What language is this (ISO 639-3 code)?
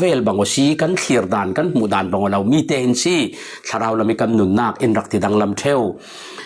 cfm